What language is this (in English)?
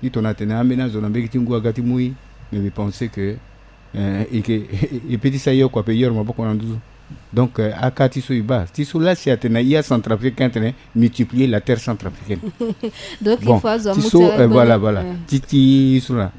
Sango